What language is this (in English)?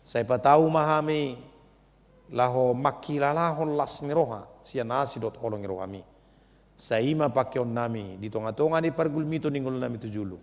Batak Toba